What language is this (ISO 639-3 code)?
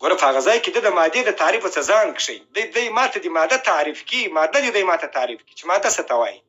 pus